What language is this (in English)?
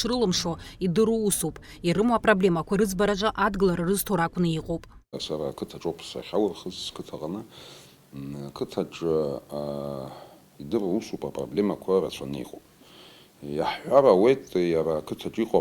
Abkhazian